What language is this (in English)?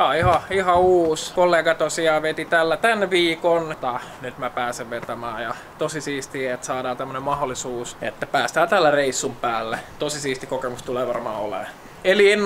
Finnish